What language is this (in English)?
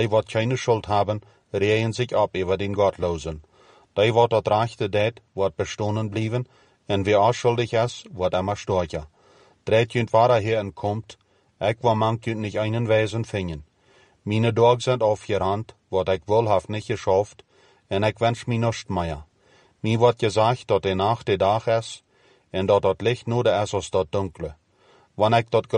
Plautdietsch